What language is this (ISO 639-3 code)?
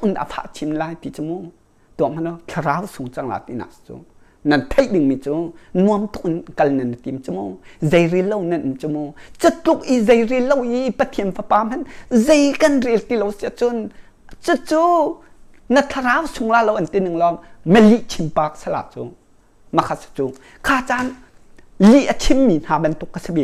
cnh